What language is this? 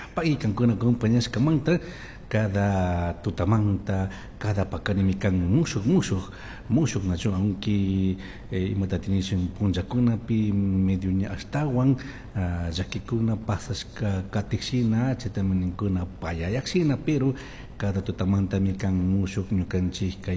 Chimborazo Highland Quichua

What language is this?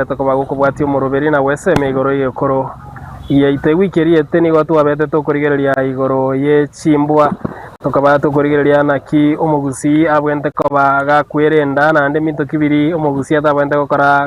Gusii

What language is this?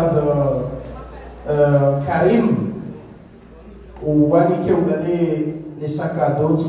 Swahili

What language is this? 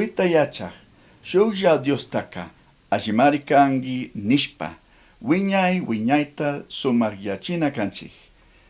Chimborazo Highland Quichua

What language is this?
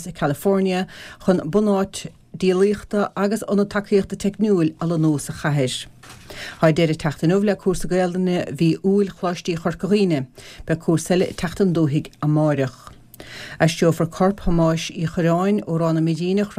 Irish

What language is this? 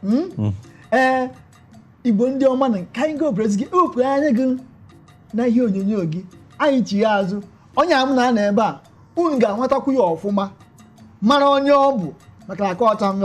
Igbo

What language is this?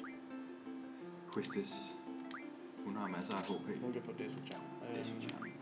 Danish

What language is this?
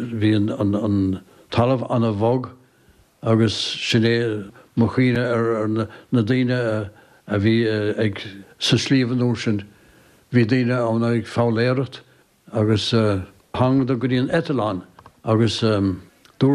Irish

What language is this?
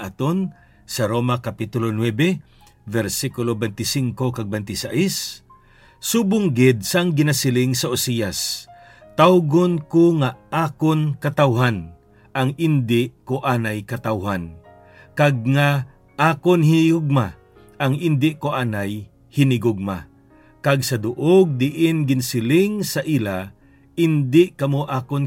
Hiligaynon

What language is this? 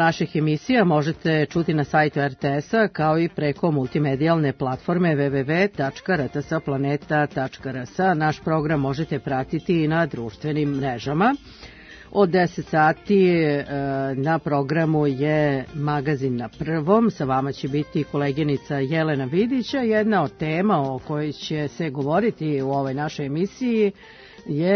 Serbian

